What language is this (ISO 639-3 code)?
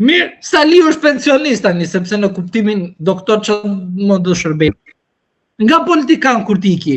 sqi